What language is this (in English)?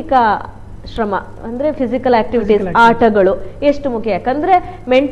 Kannada